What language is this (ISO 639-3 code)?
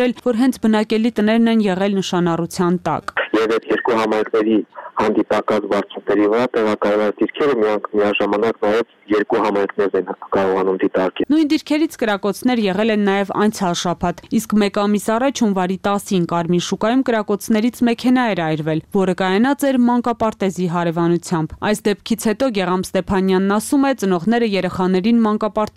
hye